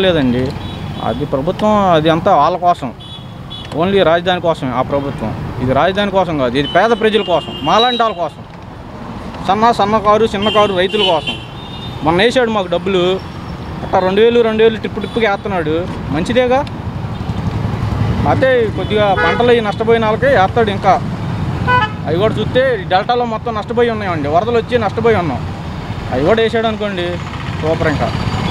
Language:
Telugu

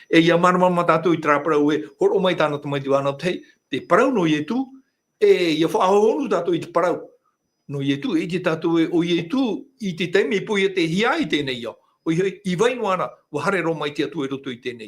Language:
Tahitian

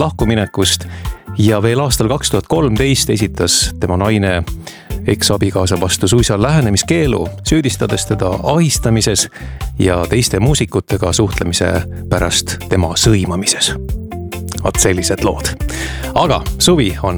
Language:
Estonian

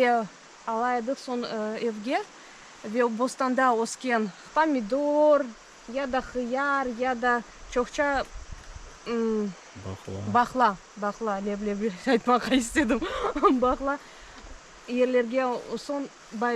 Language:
Crimean Tatar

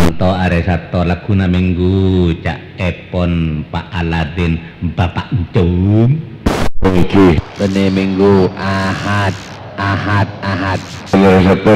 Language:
Madurese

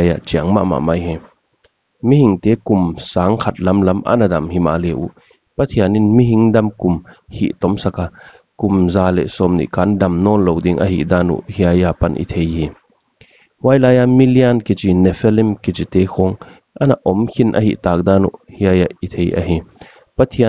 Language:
Paite Chin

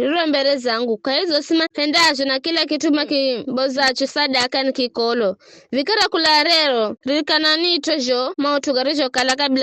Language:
Giryama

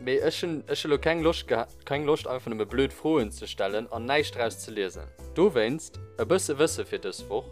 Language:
Luxembourgish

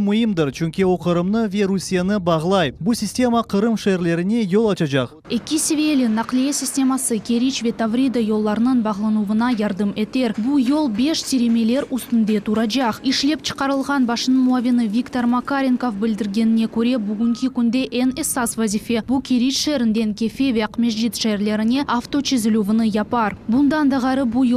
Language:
Crimean Tatar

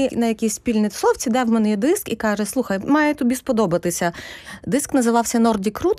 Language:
Ukrainian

